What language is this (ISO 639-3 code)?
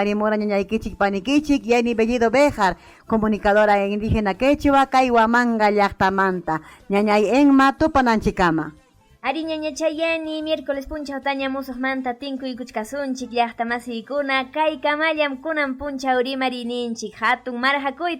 quy